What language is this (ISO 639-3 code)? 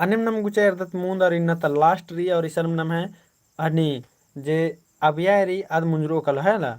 kru